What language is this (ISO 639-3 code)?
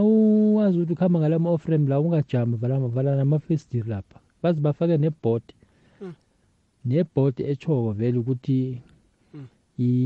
nbl